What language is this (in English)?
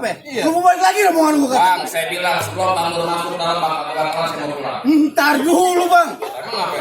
Betawi